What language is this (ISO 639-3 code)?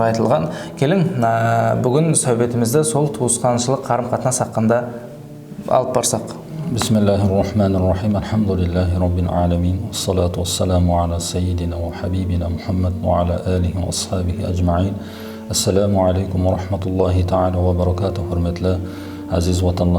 kaa